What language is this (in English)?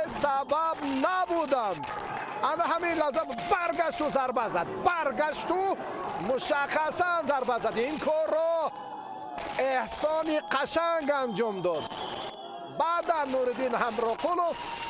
Tajik